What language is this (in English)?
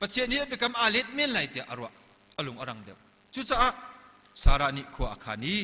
Hakha Chin